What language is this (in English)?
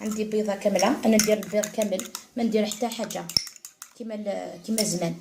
Algerian Arabic